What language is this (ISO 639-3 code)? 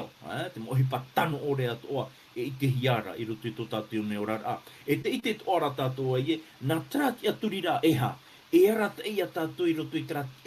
tah